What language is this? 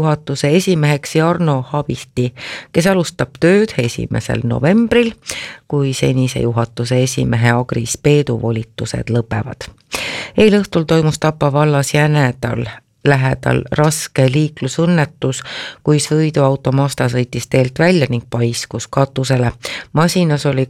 Estonian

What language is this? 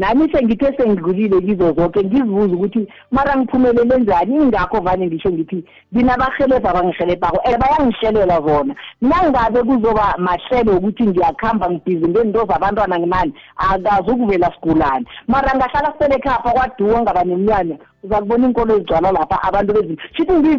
South Ndebele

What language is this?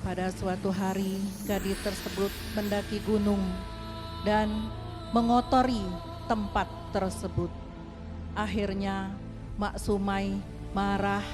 Musi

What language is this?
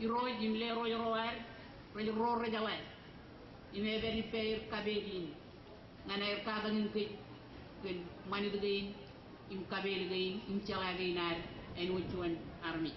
Marshallese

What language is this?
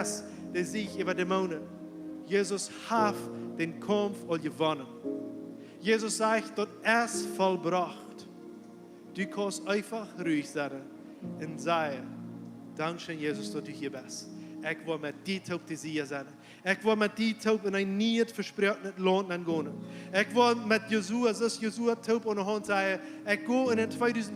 Plautdietsch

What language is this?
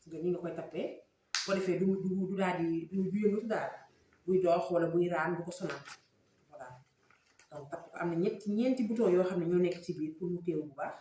Wolof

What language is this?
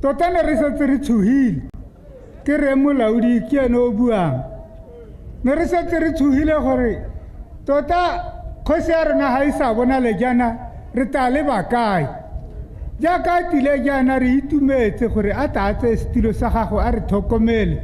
Tswana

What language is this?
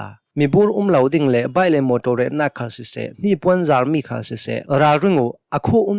Hakha Chin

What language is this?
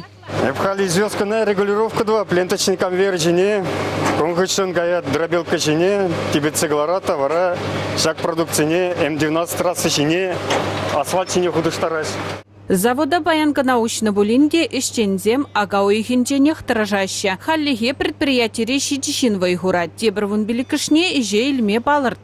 Chuvash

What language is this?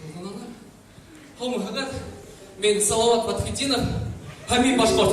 Bashkir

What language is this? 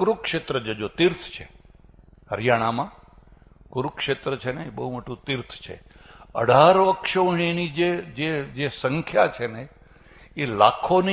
Gujarati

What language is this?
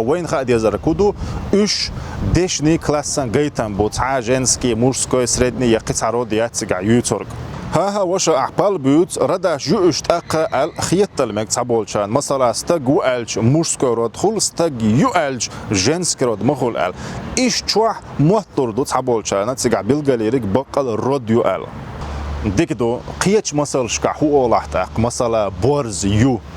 Chechen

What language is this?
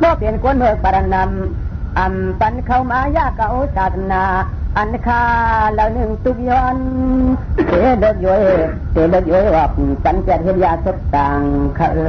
Shan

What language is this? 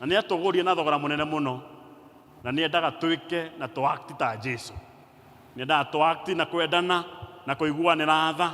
Kikuyu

